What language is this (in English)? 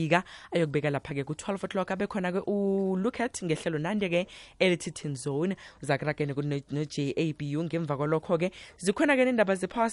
South Ndebele